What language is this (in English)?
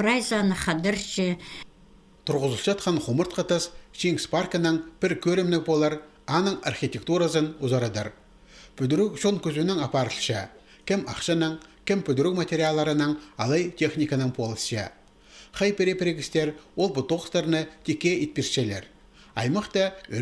Khakas